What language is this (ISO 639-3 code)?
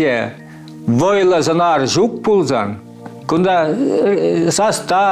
chv